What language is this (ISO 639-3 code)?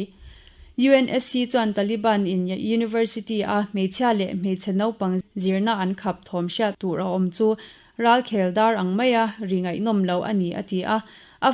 lus